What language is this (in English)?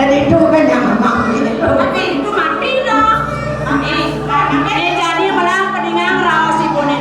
Balinese